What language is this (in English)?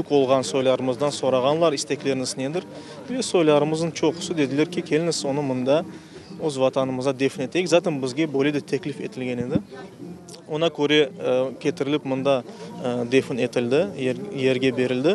Crimean Tatar